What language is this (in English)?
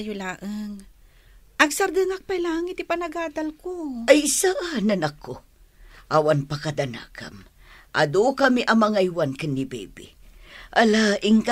Iloko